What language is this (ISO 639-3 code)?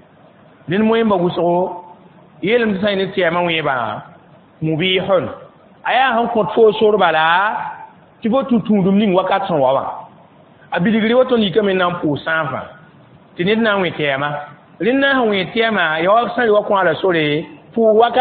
mos